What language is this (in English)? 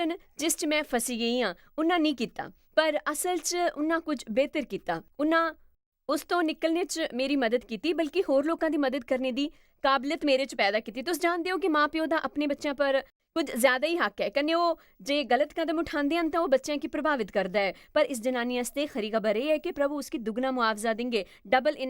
Dogri